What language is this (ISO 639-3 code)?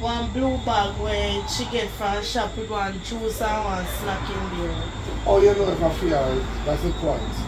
jam